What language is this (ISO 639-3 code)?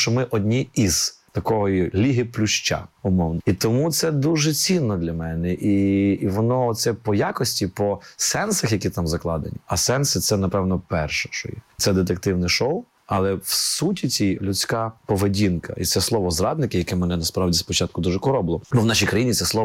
ukr